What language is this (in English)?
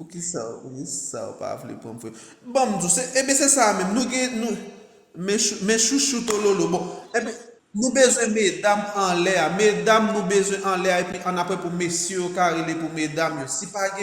Haitian Creole